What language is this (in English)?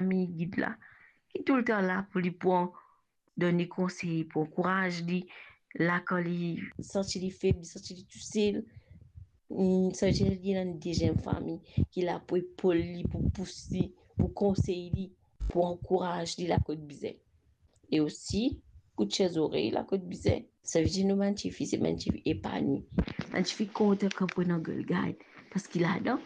Morisyen